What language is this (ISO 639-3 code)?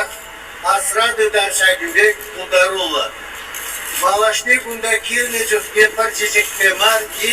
chv